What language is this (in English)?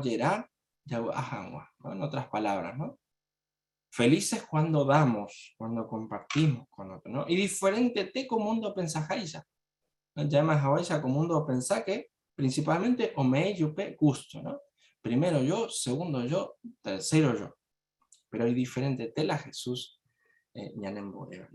Guarani